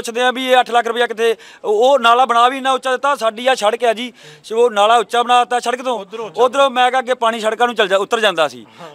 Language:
Punjabi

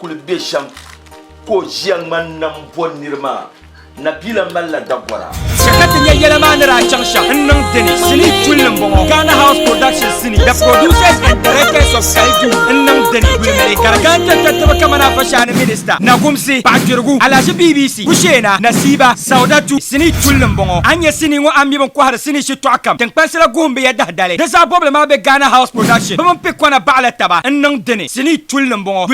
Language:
Dagbani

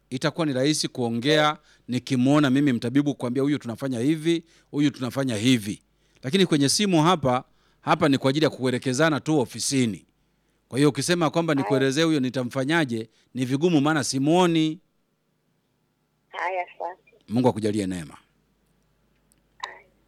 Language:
Swahili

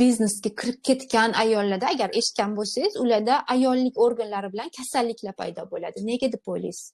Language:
Uzbek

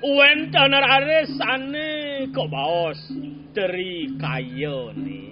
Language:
Balinese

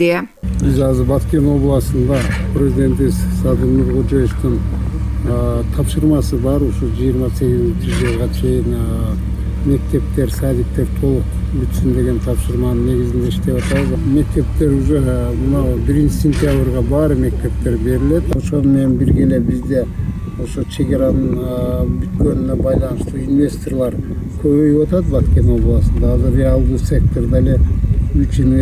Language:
Kyrgyz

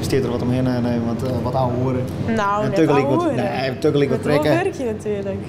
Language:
Western Frisian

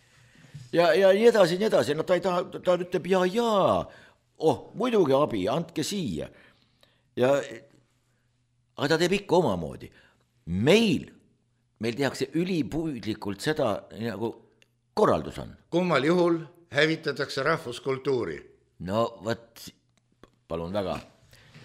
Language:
Estonian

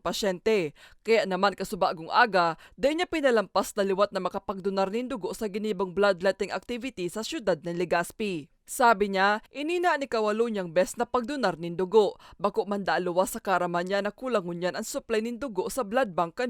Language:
Bikol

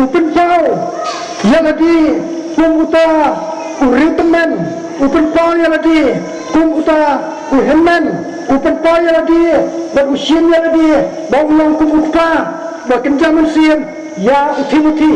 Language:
Khasi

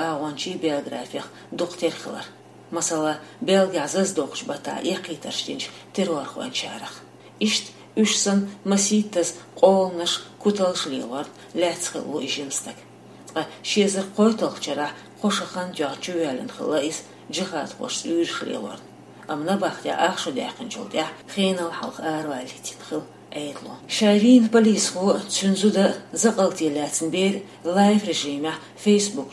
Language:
Chechen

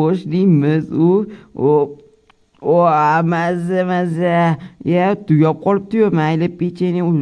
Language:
Uzbek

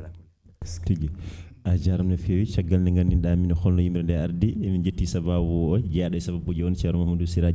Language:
Fula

